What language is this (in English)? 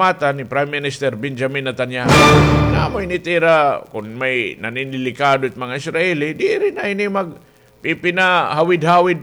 Waray